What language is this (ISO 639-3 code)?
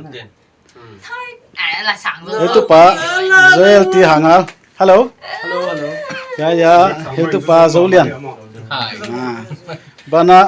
pck